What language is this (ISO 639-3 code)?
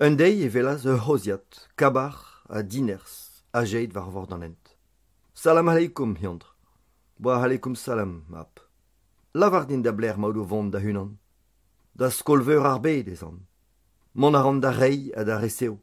bre